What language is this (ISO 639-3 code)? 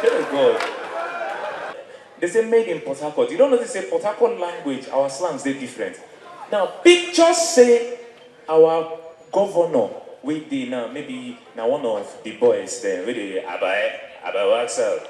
pcm